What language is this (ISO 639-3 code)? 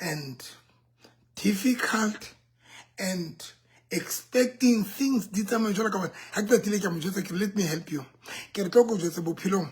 sot